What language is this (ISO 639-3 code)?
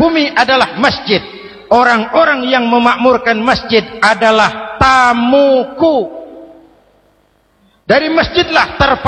ind